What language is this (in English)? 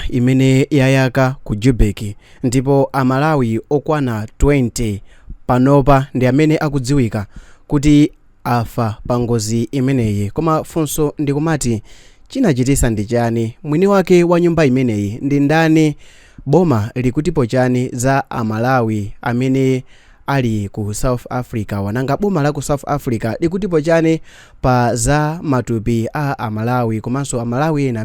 Nyanja